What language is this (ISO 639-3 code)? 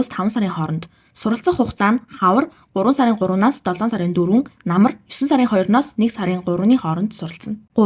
mon